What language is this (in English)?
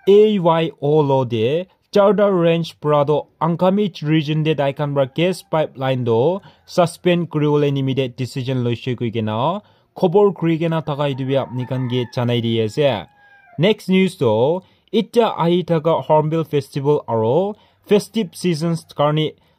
Naga Pidgin